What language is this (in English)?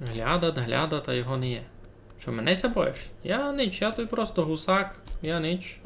Rusyn